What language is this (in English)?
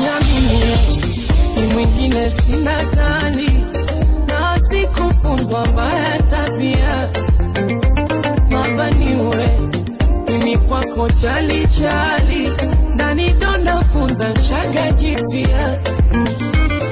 Swahili